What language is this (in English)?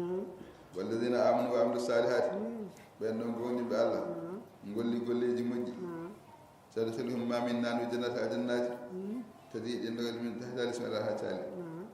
Fula